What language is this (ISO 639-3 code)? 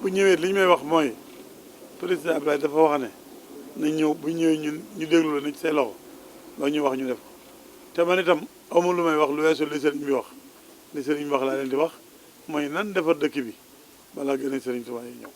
wol